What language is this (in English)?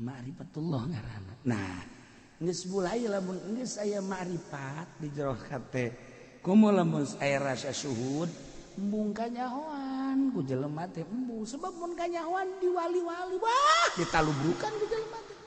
Sundanese